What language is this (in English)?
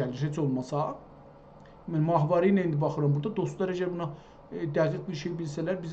South Azerbaijani